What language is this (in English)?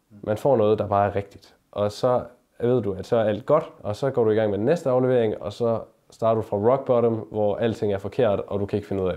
Danish